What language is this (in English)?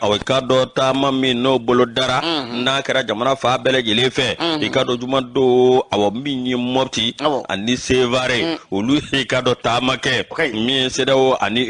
Bambara